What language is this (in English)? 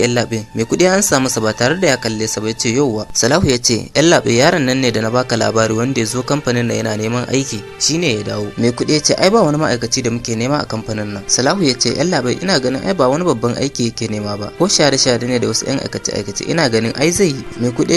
Hausa